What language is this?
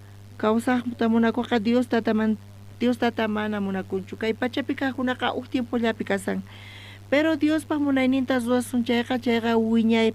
South Bolivian Quechua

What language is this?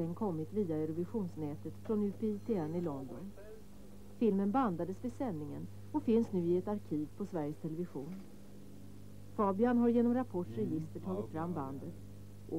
Swedish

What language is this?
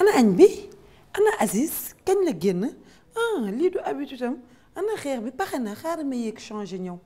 Wolof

